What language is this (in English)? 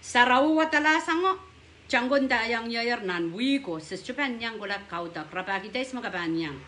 Pohnpeian